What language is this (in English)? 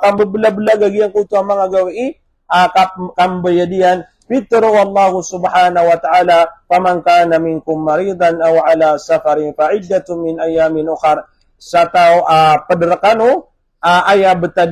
Maranao